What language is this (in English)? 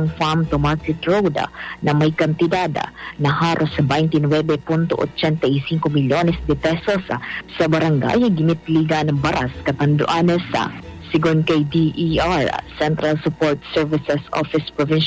Bikol